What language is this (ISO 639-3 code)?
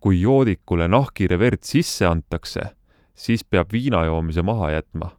est